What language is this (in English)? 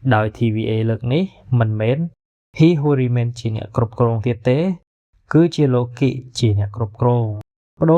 Khmer